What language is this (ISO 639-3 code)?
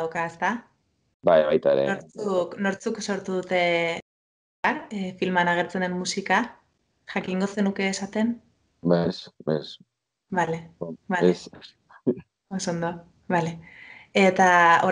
eus